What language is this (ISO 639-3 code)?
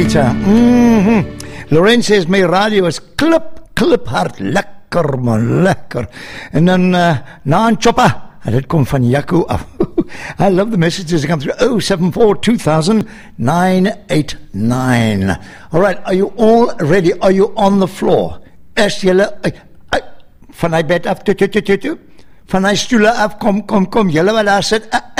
afr